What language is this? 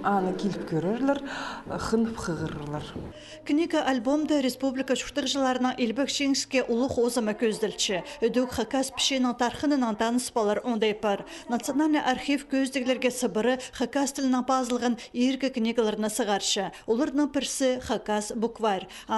Khakas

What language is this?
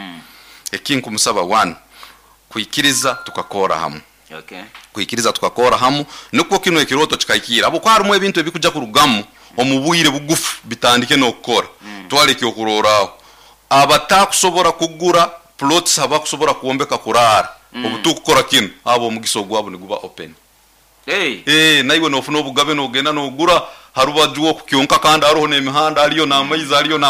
Nyoro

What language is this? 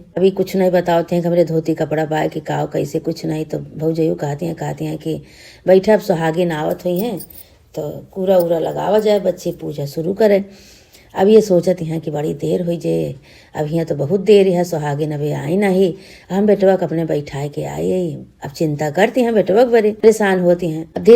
Awadhi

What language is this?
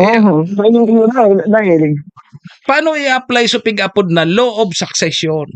Bikol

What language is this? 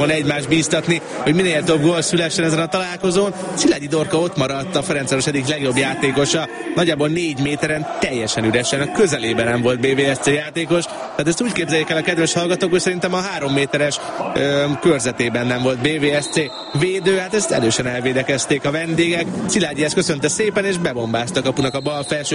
Hungarian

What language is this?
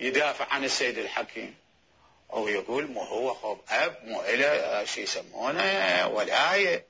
Mesopotamian Arabic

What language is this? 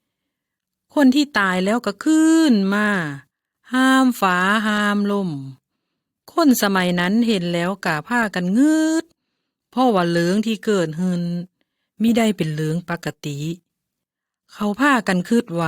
Lao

